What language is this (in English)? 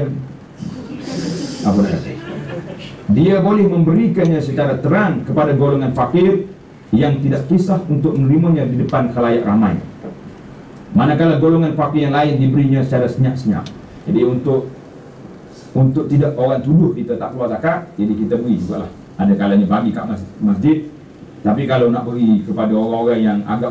Malay